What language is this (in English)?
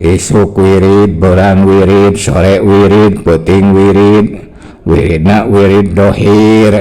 Sundanese